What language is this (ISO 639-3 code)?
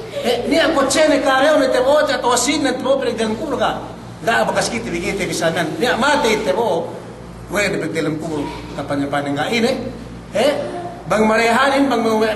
yka